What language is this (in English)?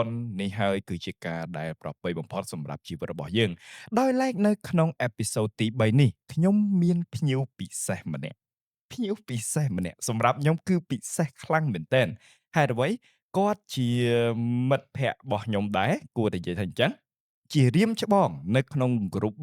Khmer